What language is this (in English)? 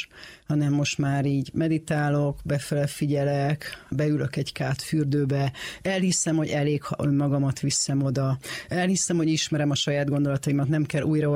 Hungarian